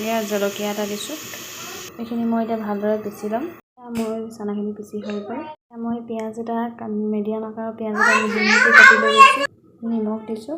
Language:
Assamese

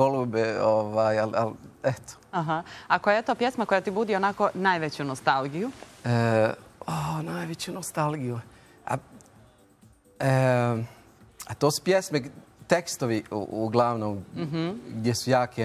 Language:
Bosnian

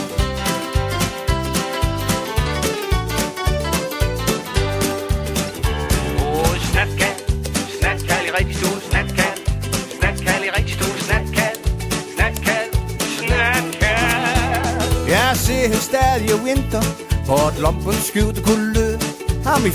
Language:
Danish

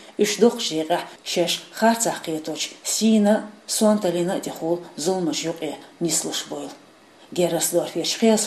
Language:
Chechen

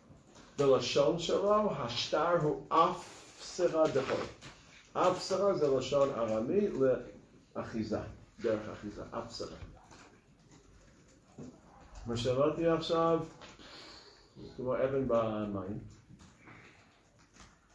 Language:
Hebrew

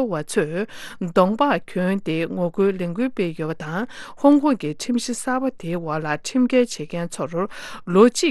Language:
Tibetan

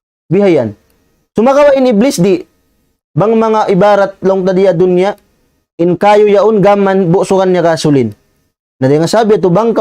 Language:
Tausug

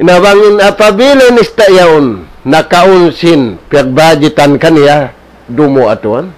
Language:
Tausug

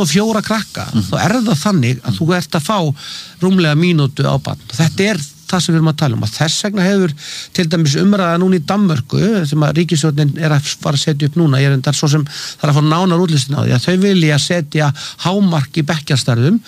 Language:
Icelandic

